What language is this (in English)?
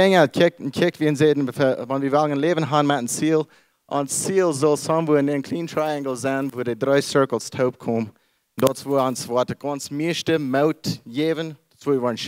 Plautdietsch